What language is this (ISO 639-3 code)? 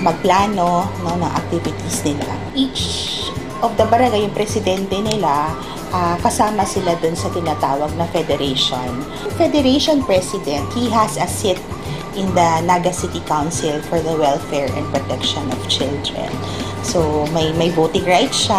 bik